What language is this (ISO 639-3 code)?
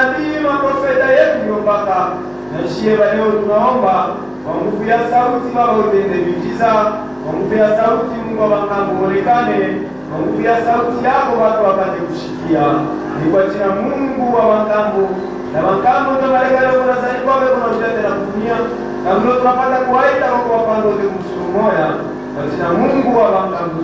swa